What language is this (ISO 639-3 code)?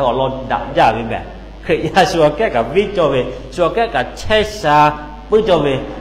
lhu